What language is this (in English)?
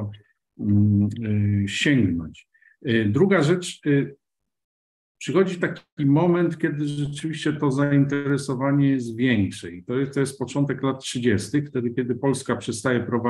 Polish